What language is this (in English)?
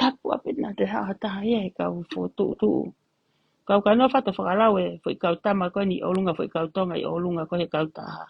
Tongan